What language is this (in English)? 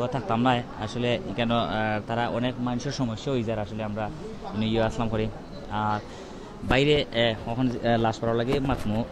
Sylheti